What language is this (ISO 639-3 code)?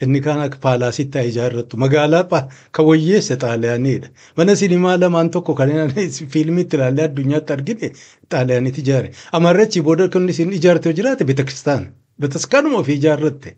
orm